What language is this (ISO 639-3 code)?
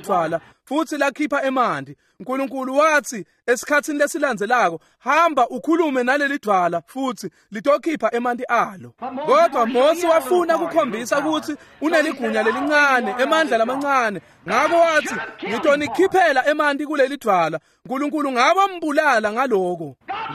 ssw